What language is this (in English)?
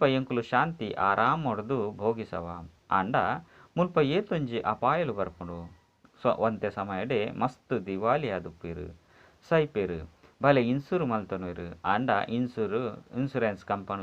Tulu